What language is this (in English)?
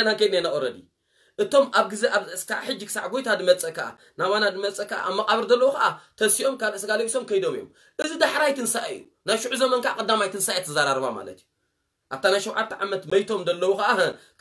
Tigrinya